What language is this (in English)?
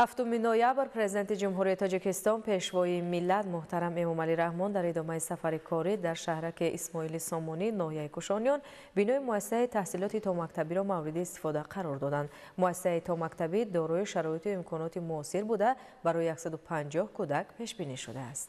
Tajik